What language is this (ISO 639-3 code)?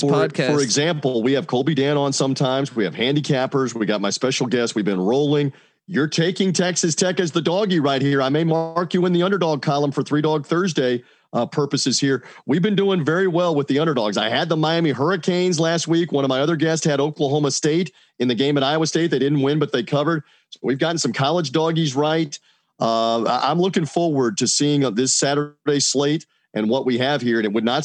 eng